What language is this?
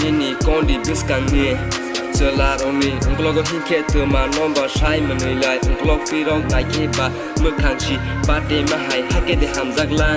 Kok Borok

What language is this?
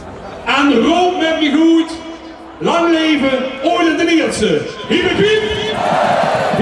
Limburgish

